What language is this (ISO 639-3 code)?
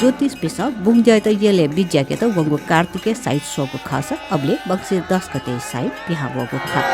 new